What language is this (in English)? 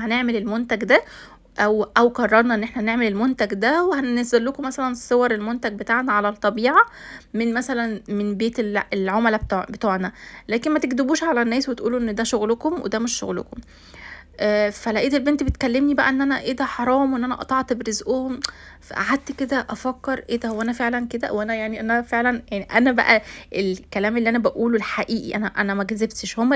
Egyptian Arabic